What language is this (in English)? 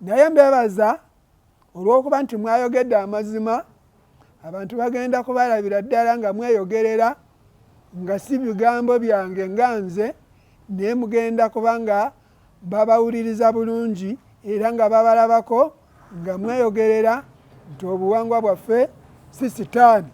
Ganda